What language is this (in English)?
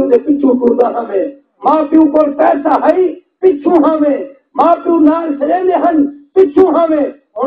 Saraiki